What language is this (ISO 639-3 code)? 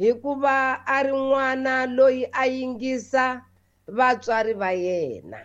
tso